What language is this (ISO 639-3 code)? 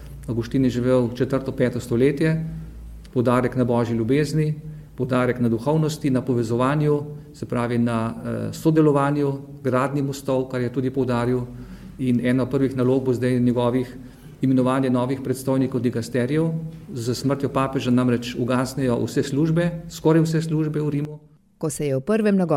slv